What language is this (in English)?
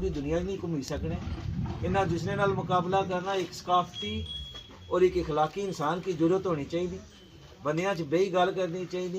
Pahari-Potwari